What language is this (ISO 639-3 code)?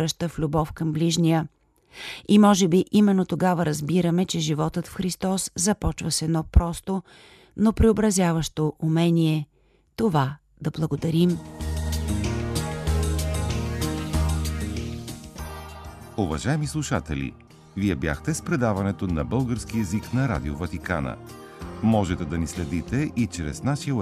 bul